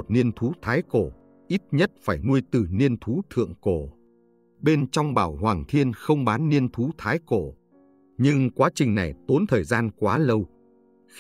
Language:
Vietnamese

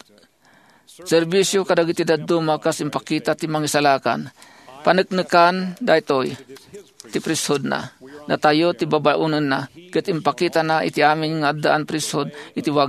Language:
Iloko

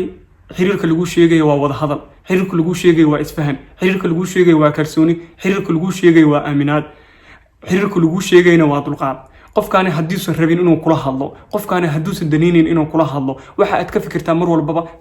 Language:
Somali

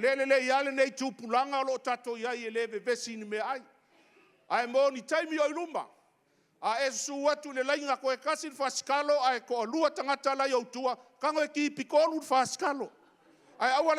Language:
Samoan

